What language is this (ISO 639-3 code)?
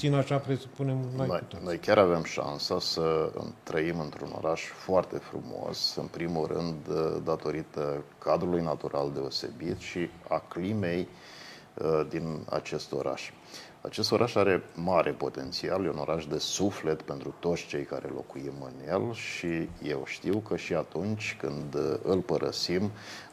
ron